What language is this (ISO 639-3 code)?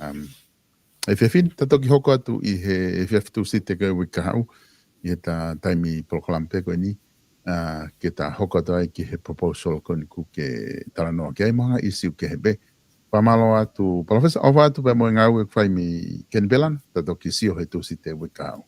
ton